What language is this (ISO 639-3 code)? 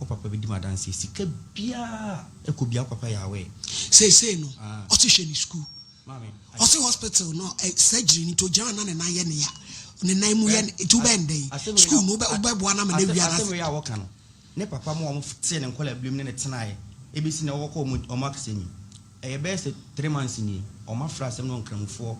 aka